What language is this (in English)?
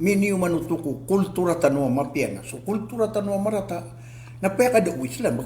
Maranao